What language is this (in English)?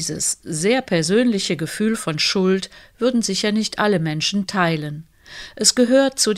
German